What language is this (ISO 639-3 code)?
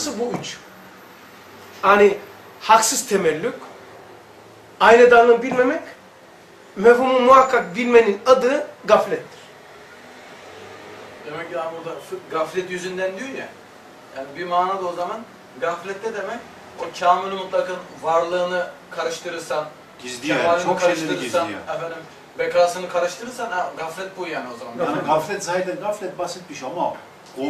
tur